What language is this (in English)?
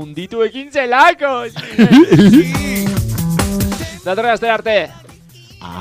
Basque